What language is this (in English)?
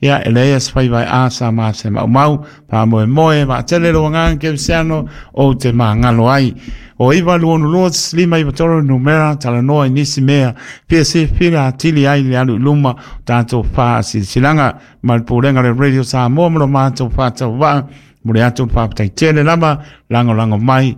Samoan